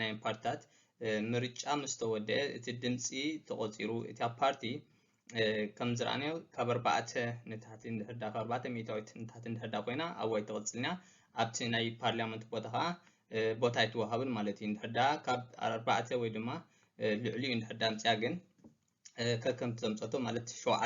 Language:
Tigrinya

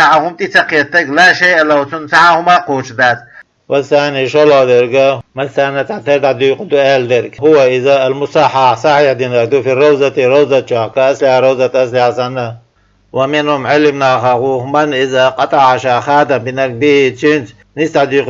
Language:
Chechen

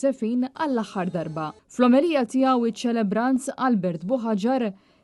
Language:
Maltese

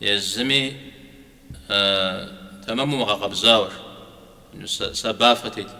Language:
Kabardian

